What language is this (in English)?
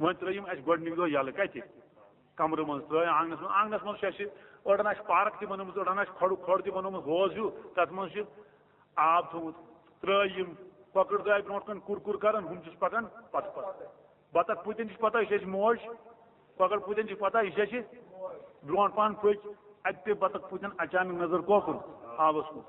Kashmiri